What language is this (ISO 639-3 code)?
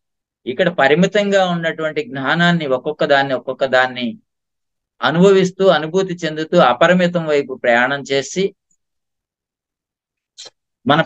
tel